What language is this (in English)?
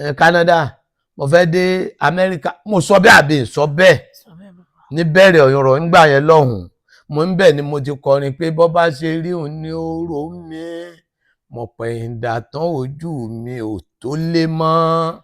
Yoruba